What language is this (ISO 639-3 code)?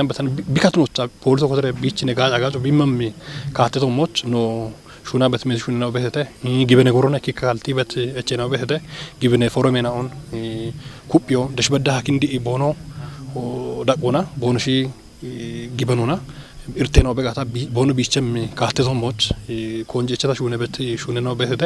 kbr